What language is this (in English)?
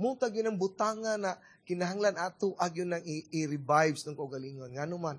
Cebuano